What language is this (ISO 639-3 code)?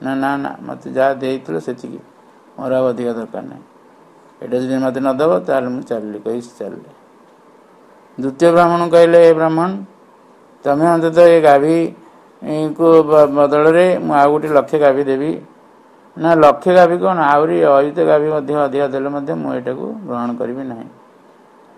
ori